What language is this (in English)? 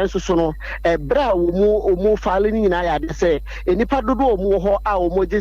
Akan